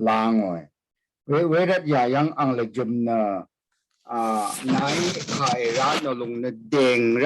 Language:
Rawang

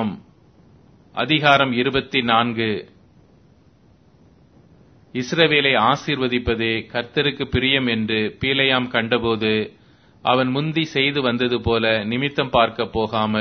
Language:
Tamil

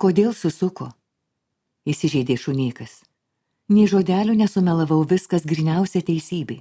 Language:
Lithuanian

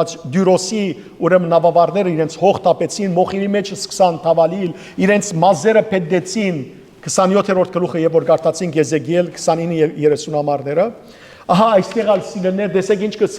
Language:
Western Armenian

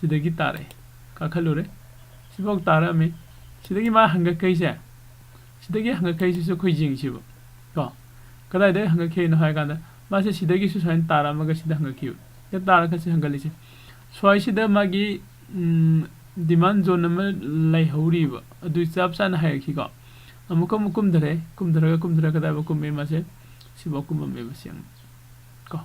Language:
Manipuri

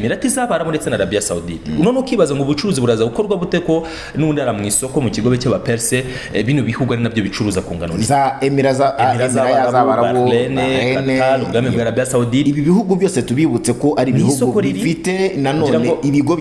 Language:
Kinyarwanda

